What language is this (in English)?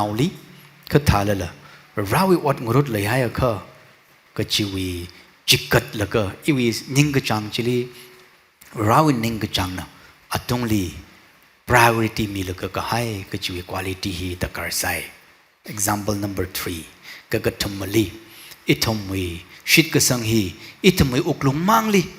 Tangkhul Naga (India)